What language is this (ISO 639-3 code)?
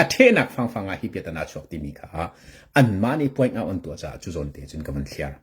cnh